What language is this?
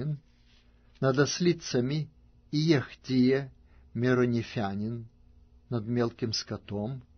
Russian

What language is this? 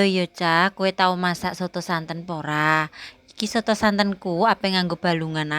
Javanese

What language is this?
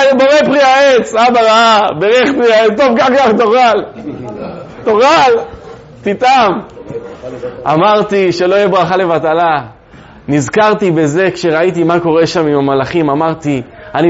Hebrew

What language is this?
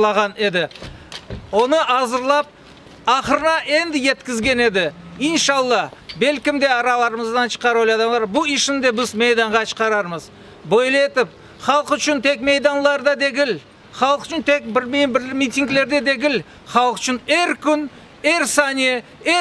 Crimean Tatar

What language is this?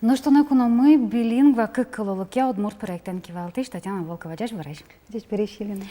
Udmurt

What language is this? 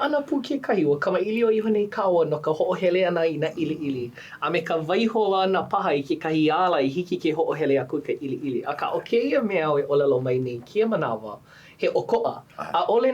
Hawaiian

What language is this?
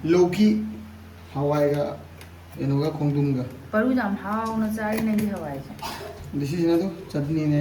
Manipuri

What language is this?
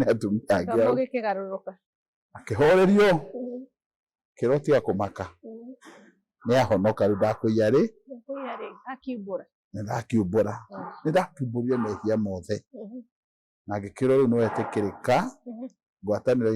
Kikuyu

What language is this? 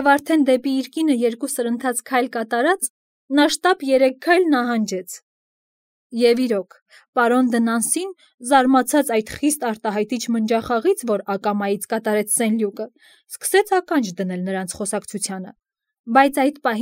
Armenian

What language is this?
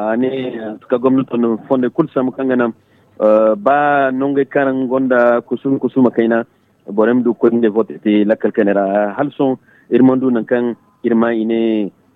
Zarma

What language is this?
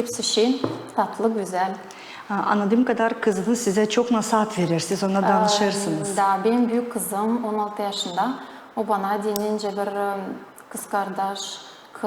Gagauz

